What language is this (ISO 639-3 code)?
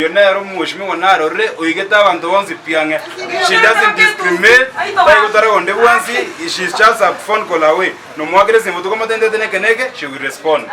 guz